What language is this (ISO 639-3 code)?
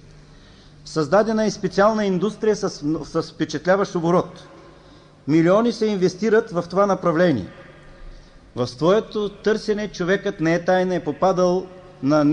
bul